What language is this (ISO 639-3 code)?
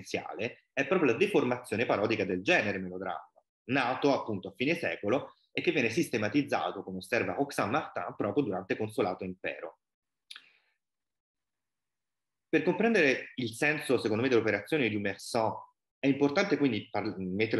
ita